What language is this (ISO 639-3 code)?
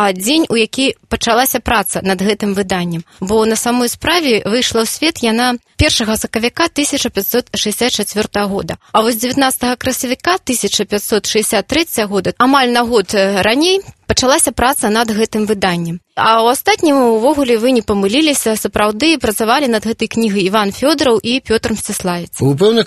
bel